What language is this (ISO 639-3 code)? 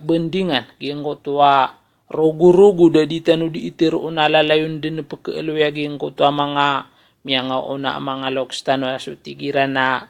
mrw